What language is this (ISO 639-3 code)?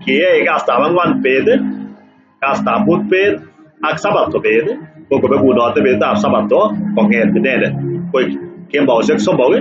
kln